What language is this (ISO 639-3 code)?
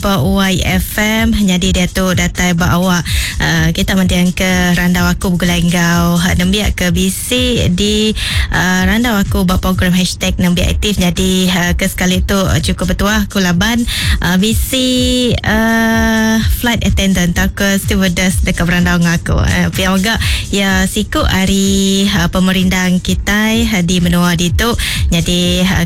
iba